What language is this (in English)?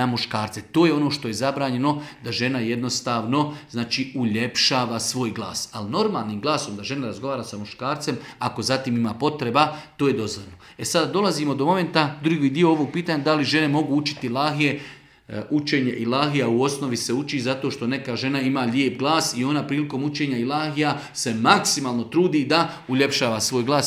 Bosnian